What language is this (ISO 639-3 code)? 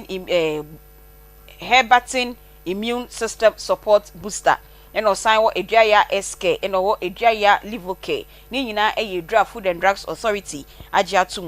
aka